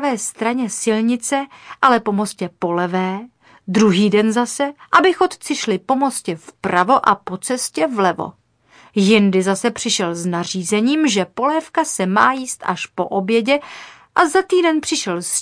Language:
Czech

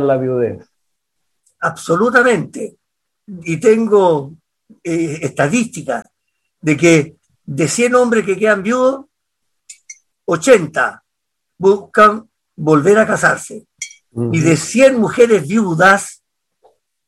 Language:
Spanish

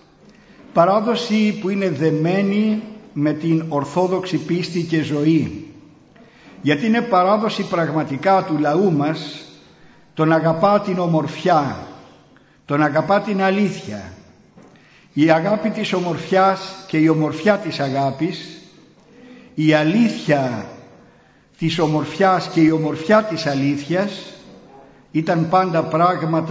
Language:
Greek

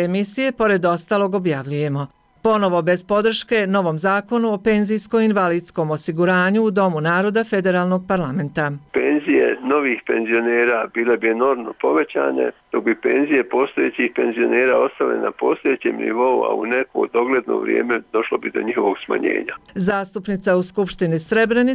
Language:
Croatian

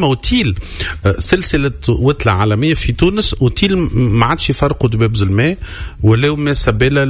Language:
Tunisian Arabic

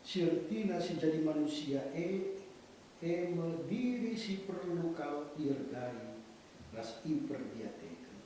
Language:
Batak Karo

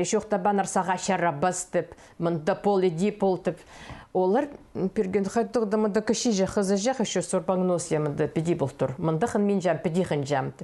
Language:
Khakas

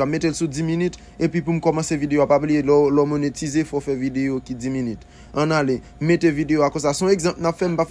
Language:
Haitian Creole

